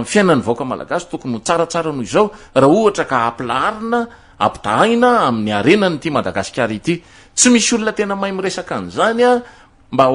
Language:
Malagasy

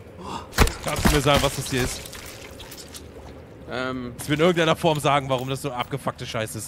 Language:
German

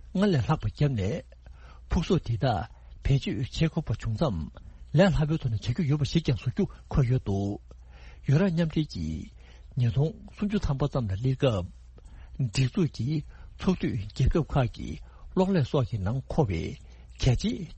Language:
Tibetan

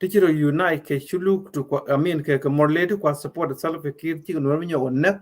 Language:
Nuer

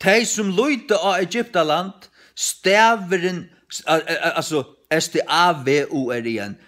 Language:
Faroese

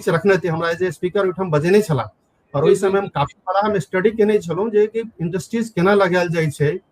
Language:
Maithili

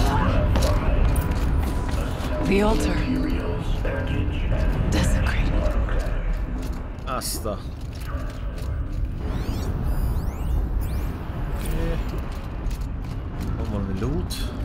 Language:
Hungarian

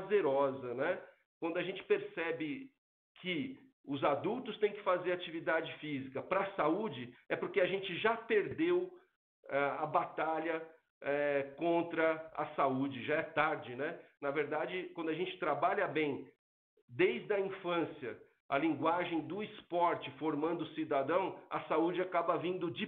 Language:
Portuguese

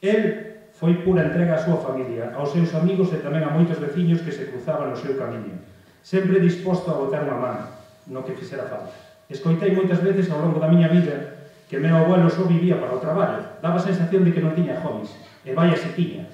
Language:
Galician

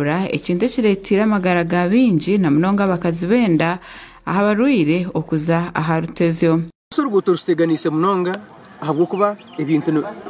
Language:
Nyankole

